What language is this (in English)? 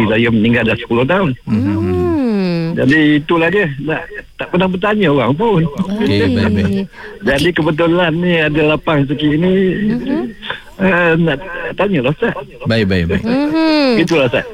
Malay